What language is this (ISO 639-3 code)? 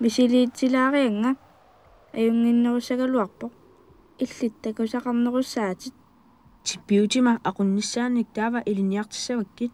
kal